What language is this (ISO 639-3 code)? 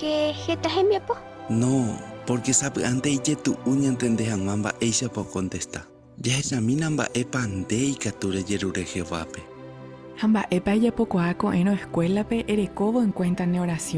grn